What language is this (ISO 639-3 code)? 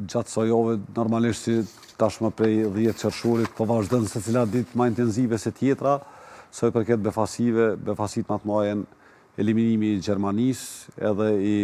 sqi